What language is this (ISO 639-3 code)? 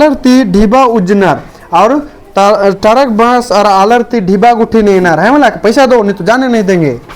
kru